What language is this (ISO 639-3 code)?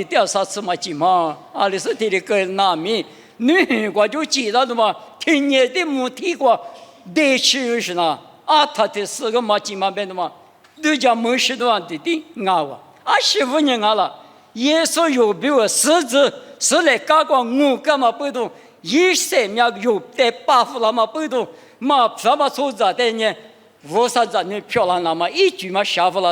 lis